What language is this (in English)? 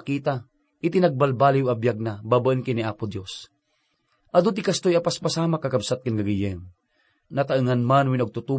Iloko